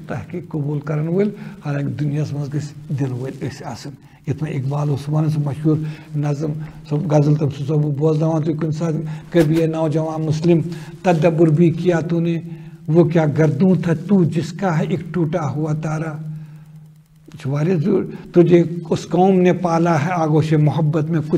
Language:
Kashmiri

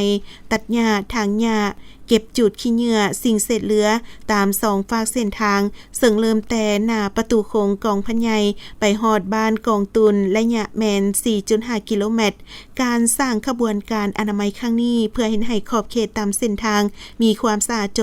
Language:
Lao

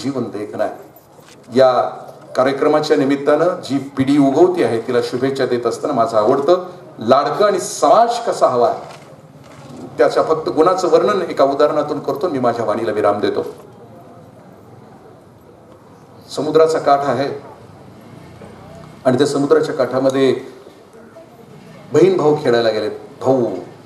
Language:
Marathi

